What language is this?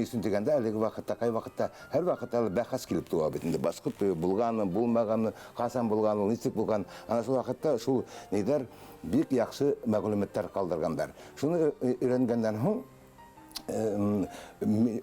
Bashkir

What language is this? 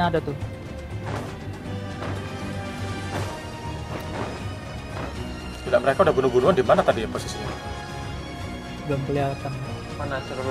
Indonesian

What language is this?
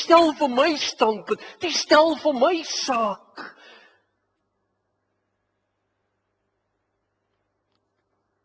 Afrikaans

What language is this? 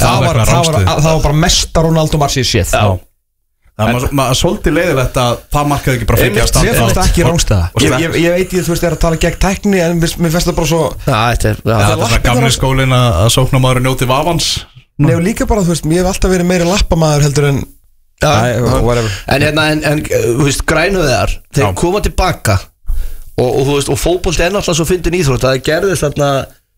Icelandic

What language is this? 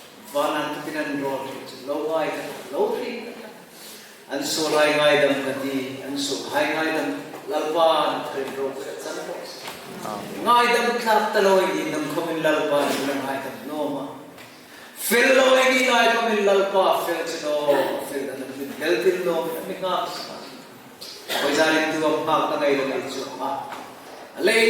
Hmar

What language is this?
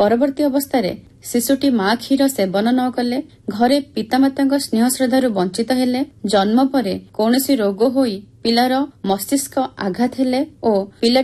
Odia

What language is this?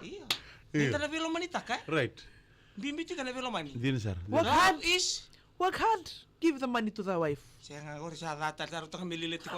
Fijian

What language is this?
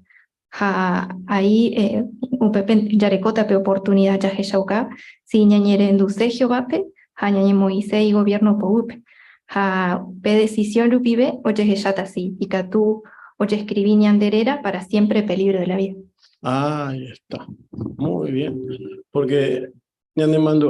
Guarani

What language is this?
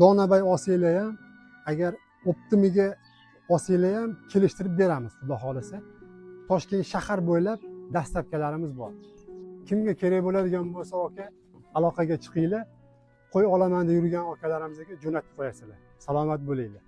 Uzbek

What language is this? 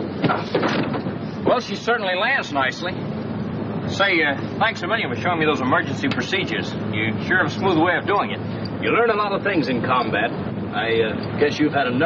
English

